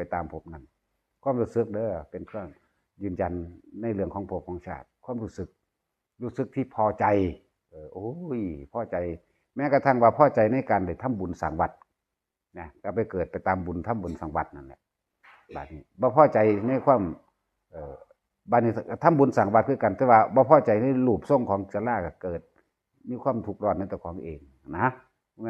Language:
Northeastern Thai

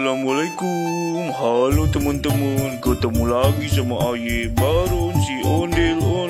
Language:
Betawi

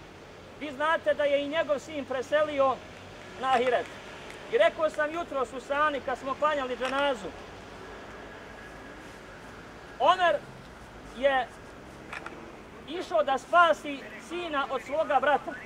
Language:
Bosnian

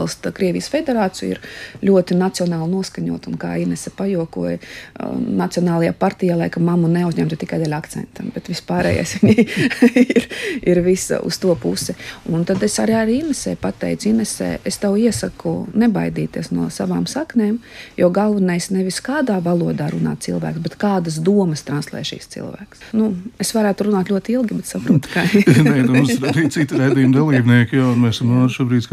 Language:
Latvian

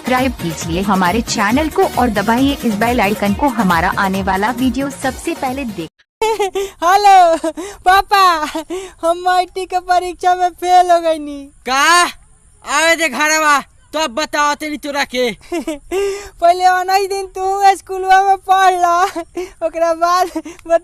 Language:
Bhojpuri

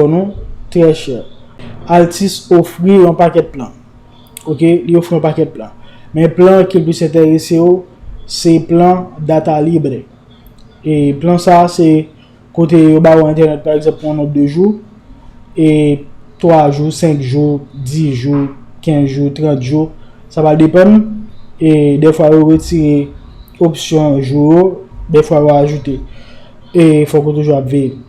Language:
Haitian Creole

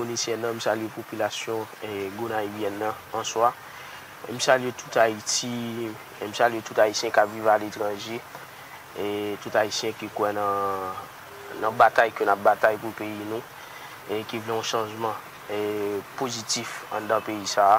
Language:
Haitian Creole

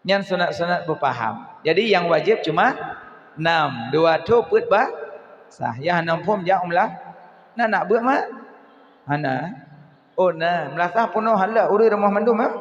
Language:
Achinese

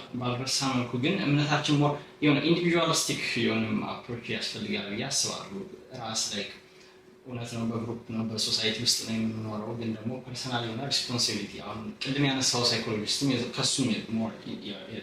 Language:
Amharic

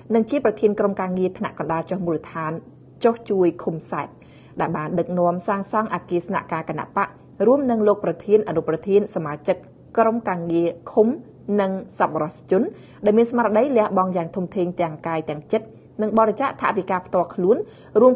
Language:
Khmer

